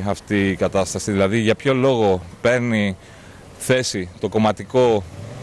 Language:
Greek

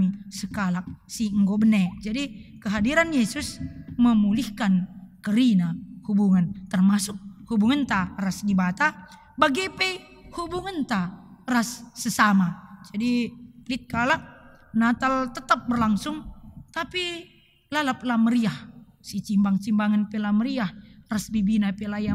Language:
Batak Karo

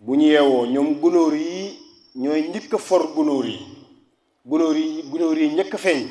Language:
Wolof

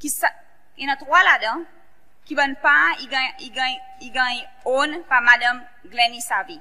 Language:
Seselwa Creole French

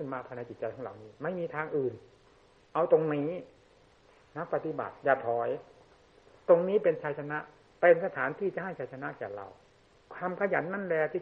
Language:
Thai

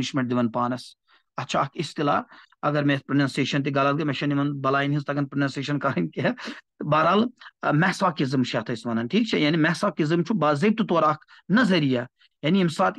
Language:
Kashmiri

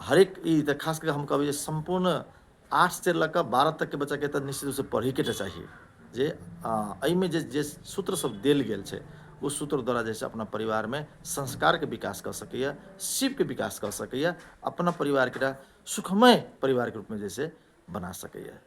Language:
Maithili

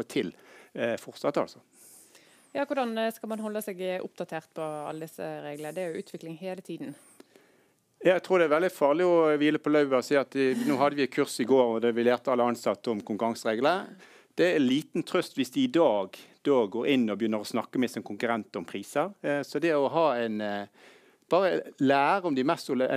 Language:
Norwegian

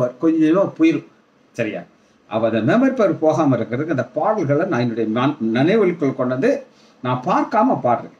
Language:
Tamil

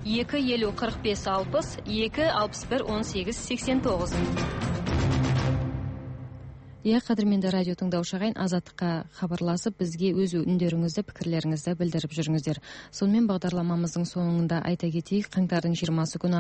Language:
Kazakh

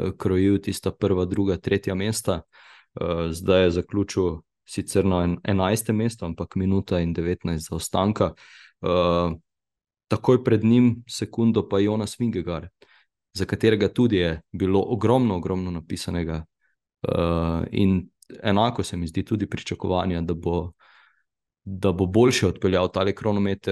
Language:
Slovenian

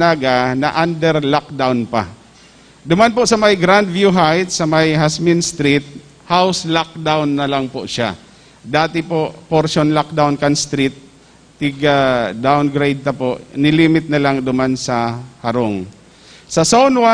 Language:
Bikol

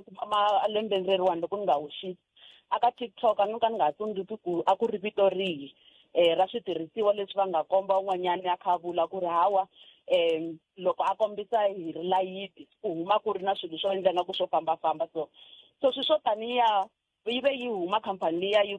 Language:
Tsonga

